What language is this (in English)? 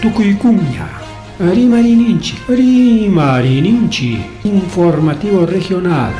Ayacucho Quechua